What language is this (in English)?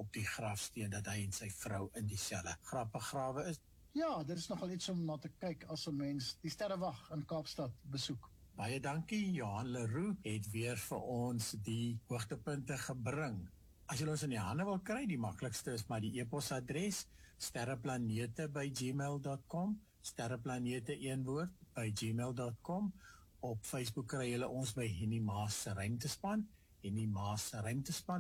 Afrikaans